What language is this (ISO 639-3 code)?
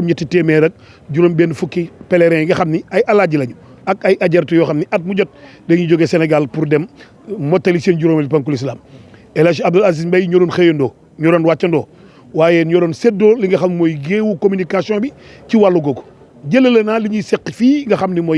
wol